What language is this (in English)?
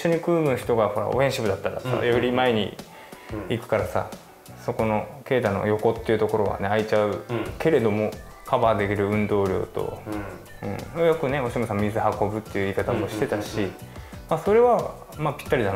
Japanese